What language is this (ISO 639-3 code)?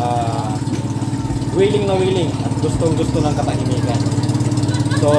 yka